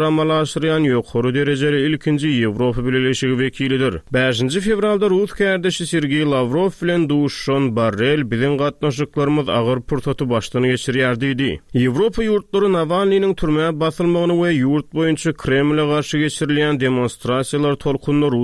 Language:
Turkmen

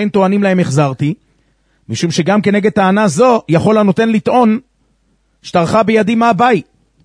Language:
Hebrew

